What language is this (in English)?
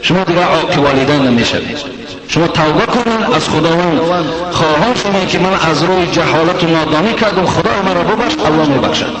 Tajik